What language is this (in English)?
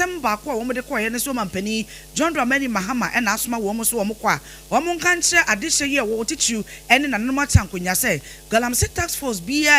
Akan